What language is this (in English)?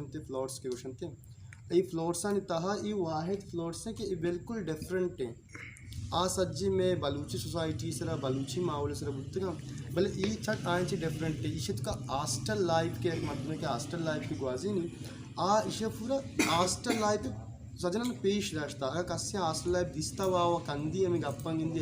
Baluchi